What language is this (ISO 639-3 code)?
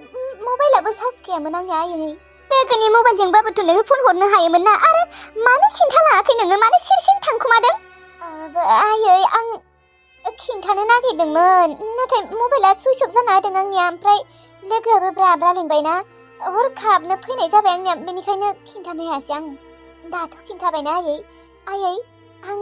brx